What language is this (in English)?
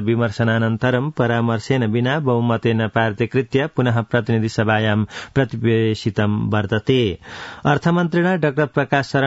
Sanskrit